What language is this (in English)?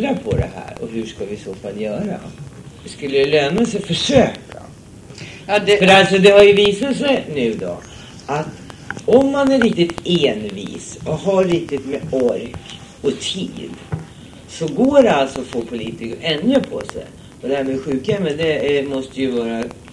Swedish